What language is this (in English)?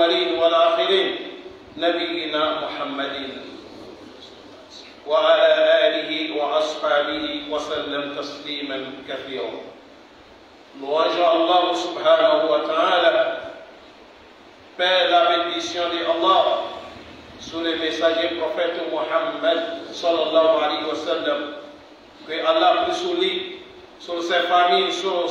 French